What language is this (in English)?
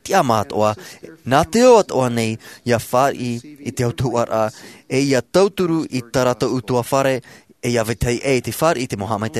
Tahitian